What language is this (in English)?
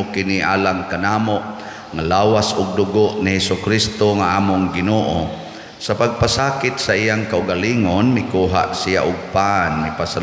Cebuano